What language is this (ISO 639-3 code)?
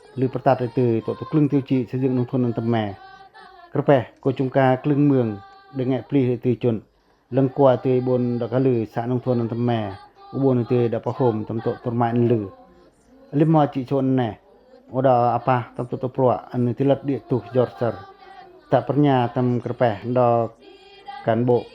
pac